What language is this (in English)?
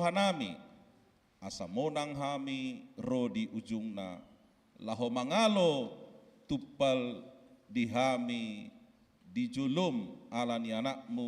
Batak Toba